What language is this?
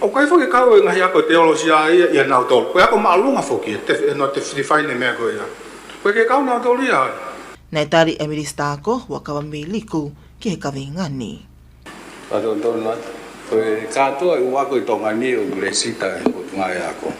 Tongan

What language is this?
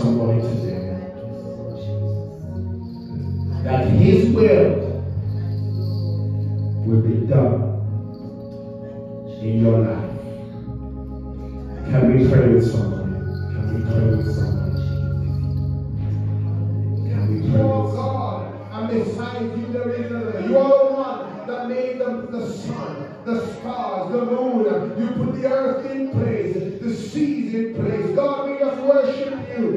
English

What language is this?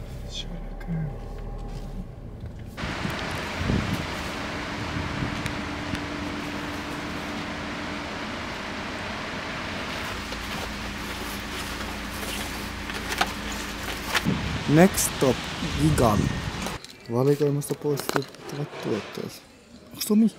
Finnish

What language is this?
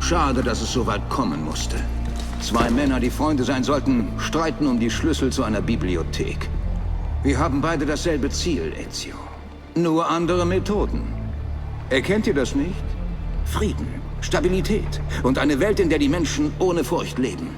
Bavarian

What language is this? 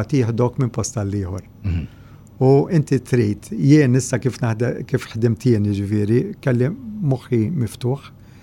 Maltese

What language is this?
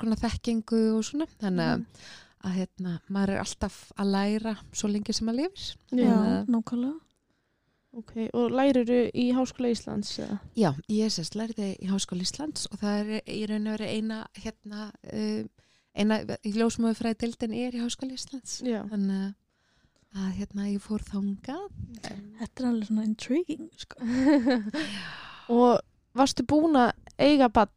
Icelandic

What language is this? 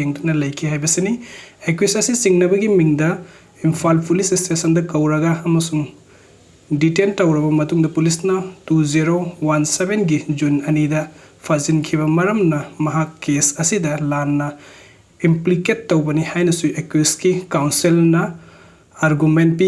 Manipuri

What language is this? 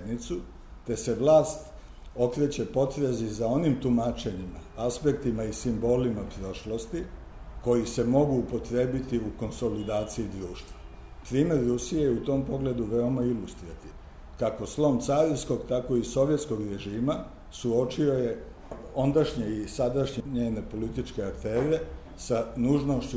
Serbian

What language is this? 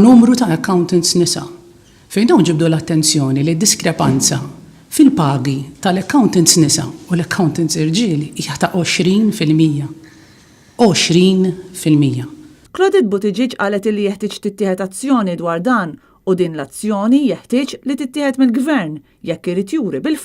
Maltese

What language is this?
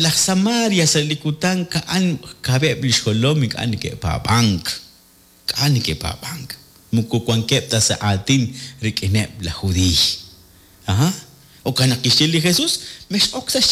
Kekchí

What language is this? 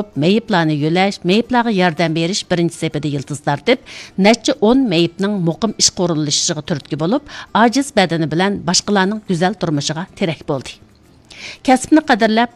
Uyghur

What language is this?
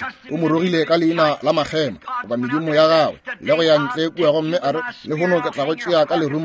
Northern Sotho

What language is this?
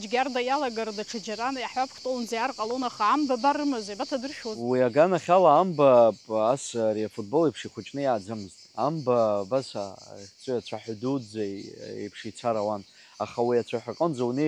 Abkhazian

